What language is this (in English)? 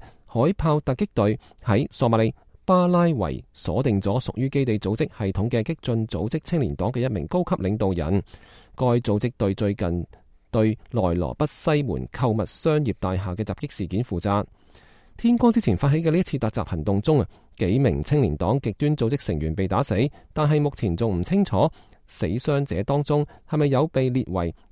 Cantonese